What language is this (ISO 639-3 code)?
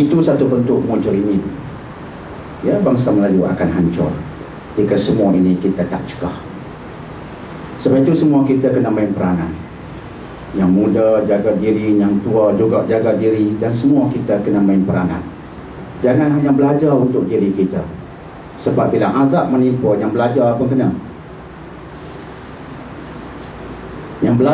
msa